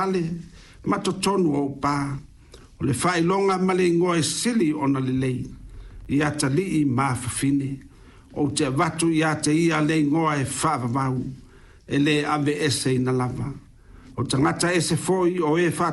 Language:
Samoan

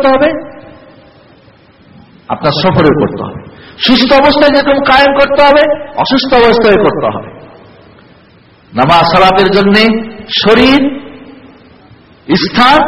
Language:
Bangla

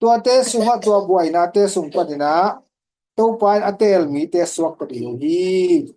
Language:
Tedim Chin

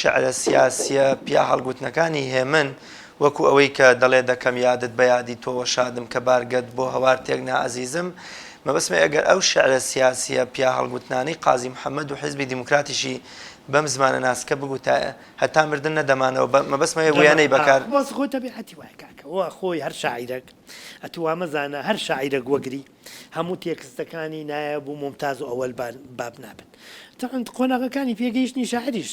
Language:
Central Kurdish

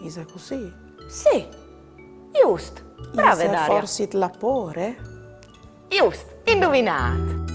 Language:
Friulian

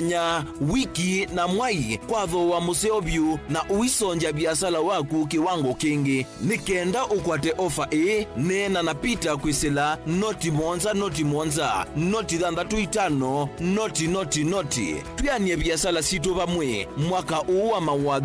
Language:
Kamba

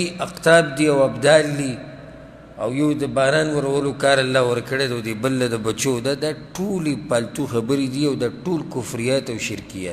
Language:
Pashto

